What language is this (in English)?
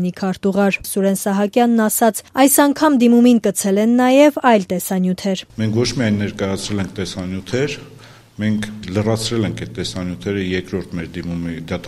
Armenian